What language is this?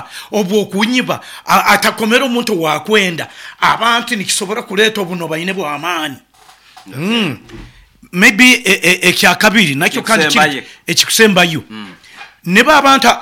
Nyoro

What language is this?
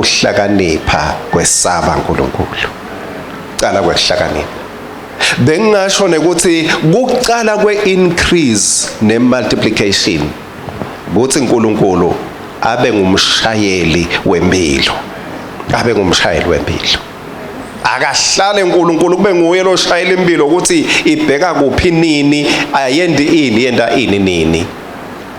Swati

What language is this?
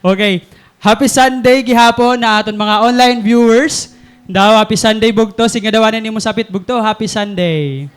Waray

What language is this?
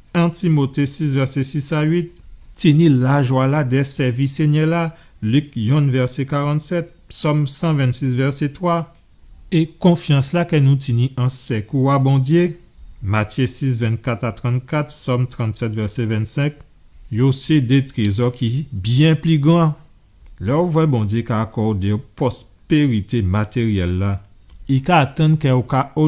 Guadeloupean Creole French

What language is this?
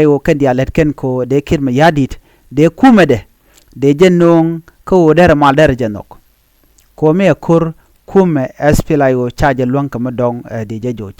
Nuer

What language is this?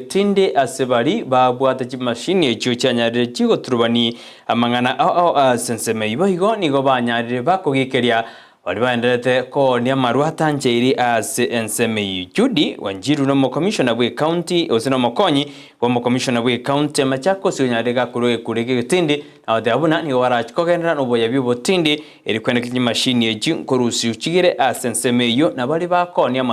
Gusii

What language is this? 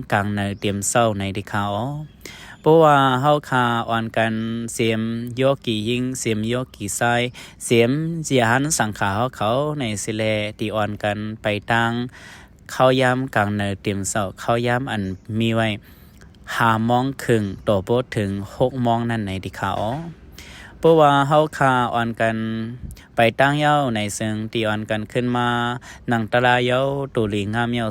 Shan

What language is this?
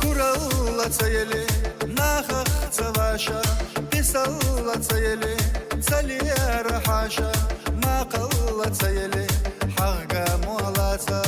Chechen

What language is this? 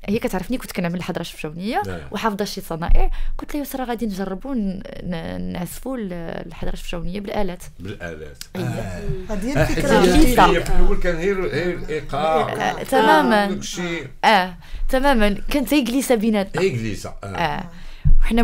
Moroccan Arabic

